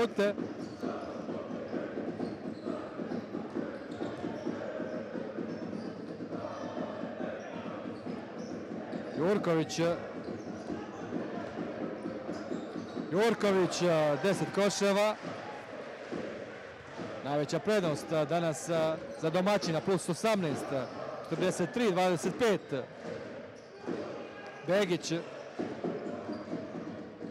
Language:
Croatian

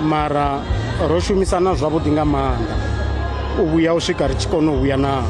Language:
Venda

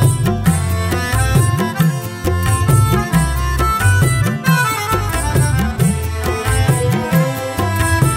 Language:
Malayalam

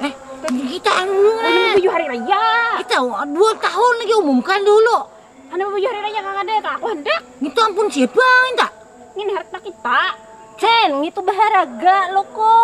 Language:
Banjar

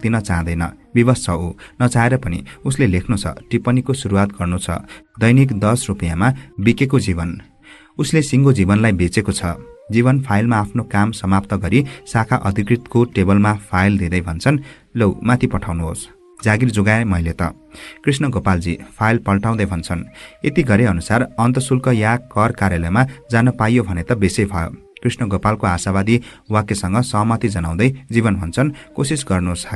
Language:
Nepali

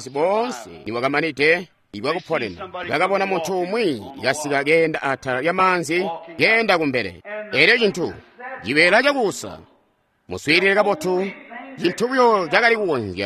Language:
Tonga (Zambia)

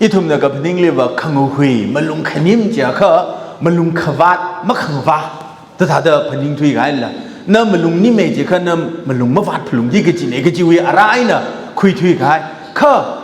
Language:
Tangkhul Naga (India)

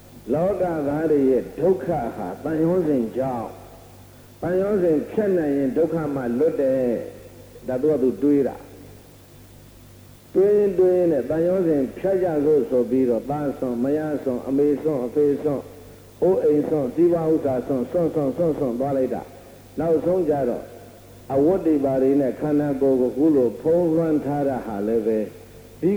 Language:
Burmese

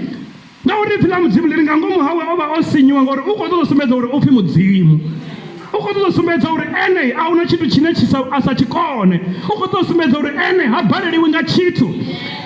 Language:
Venda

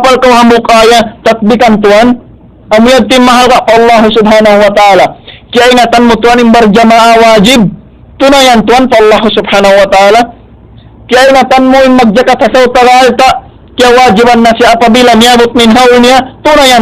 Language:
Tausug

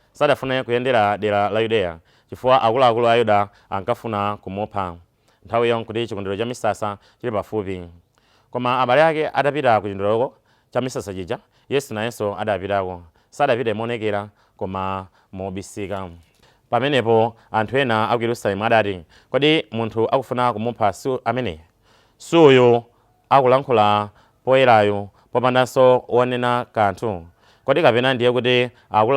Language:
Nyanja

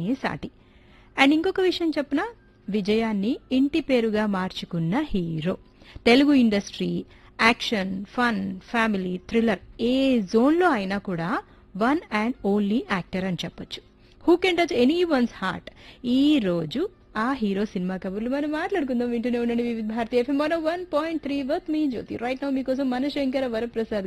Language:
Telugu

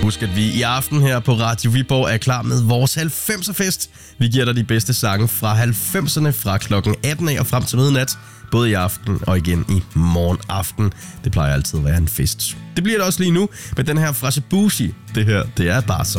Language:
Danish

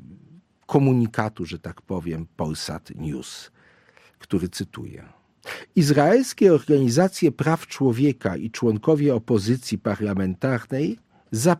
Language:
Polish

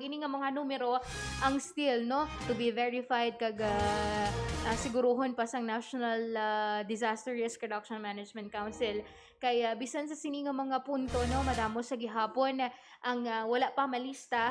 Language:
Hiligaynon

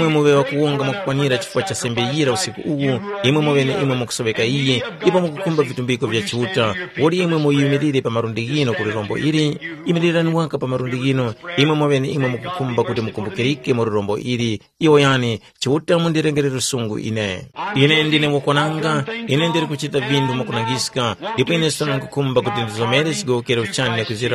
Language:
Tumbuka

